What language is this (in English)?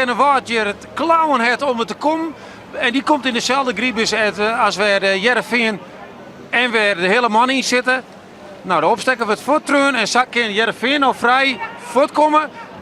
Western Frisian